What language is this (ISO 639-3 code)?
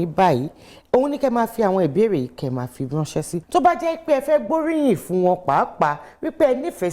yor